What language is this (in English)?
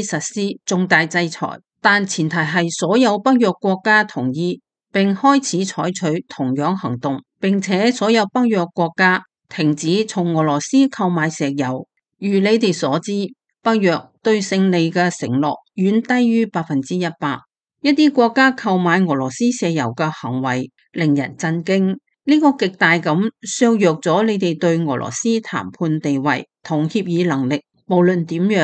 Cantonese